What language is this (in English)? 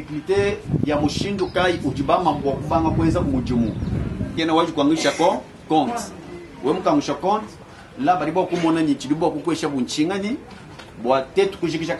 Luba-Lulua